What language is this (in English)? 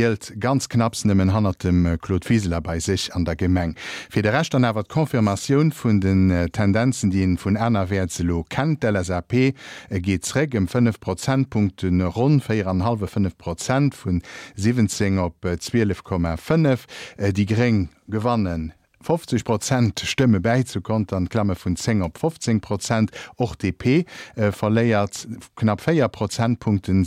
Luxembourgish